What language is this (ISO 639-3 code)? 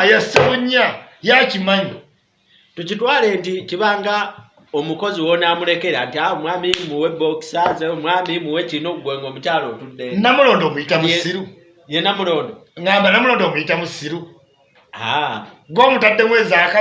lug